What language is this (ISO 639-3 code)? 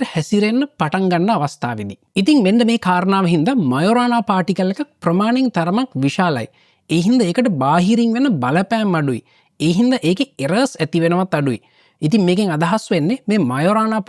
sin